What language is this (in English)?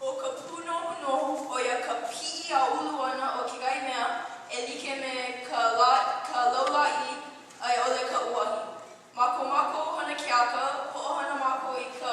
Hawaiian